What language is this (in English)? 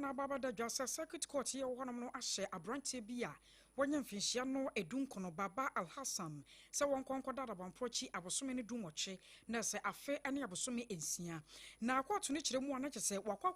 Akan